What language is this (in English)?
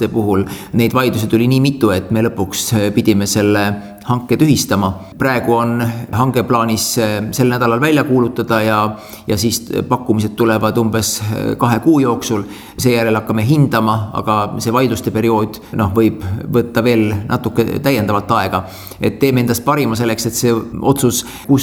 Estonian